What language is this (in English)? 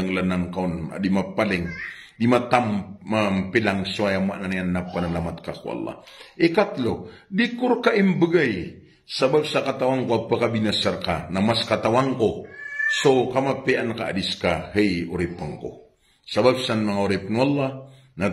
Maranao